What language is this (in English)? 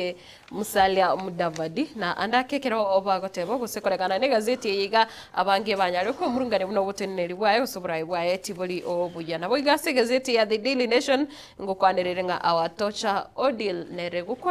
Gusii